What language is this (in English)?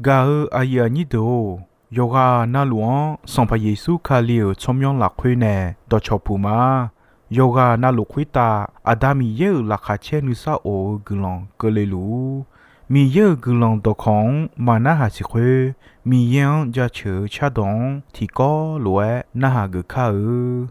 Akha